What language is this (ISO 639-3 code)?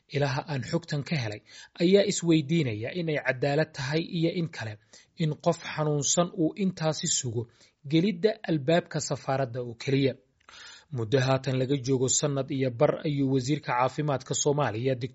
som